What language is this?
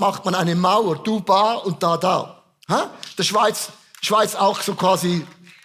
Swiss German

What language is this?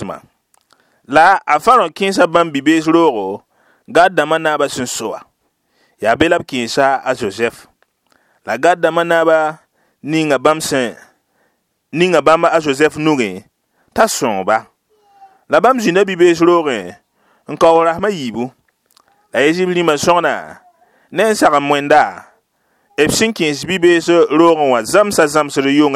Mossi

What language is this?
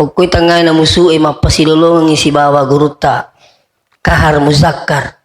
Buginese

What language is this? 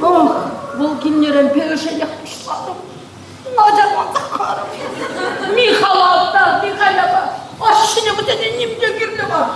Chuvash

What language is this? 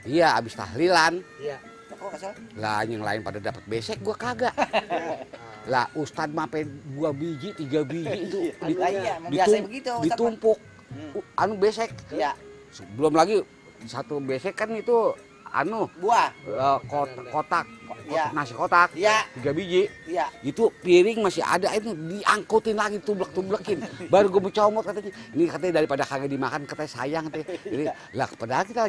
Betawi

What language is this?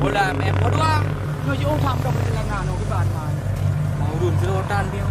Achinese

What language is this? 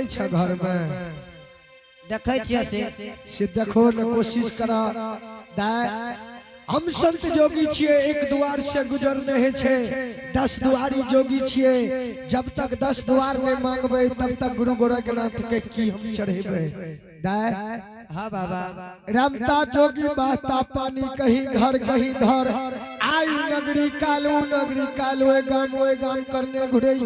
Angika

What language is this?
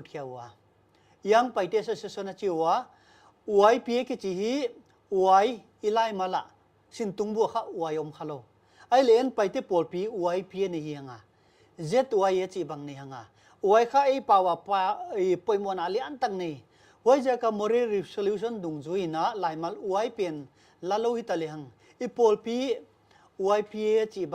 Paite Chin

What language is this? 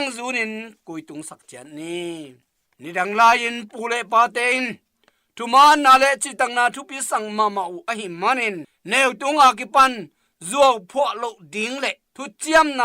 Tedim Chin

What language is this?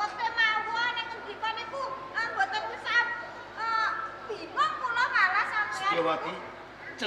Javanese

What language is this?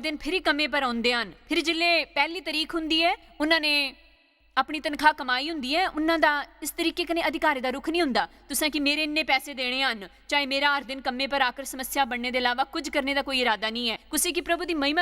Dogri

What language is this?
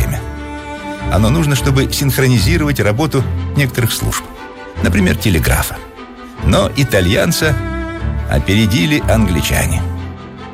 Russian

